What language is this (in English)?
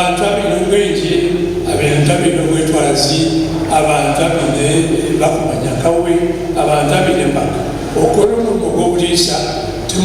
Nyankole